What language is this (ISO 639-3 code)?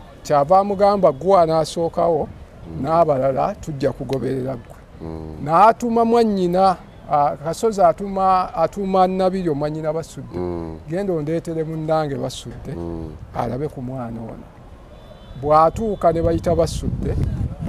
lug